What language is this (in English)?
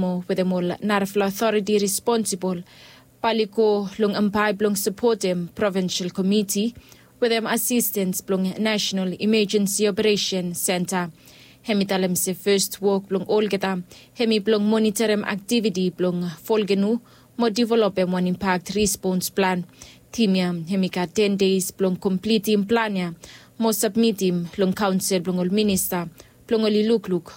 Bislama